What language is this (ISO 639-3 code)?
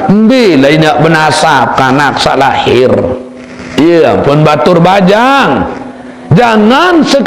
sas